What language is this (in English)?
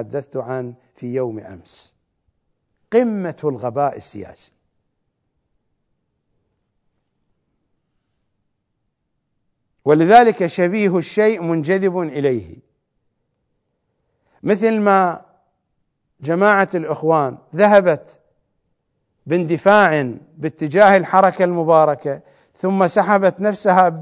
Arabic